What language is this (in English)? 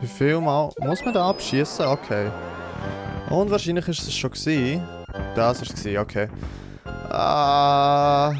Swiss German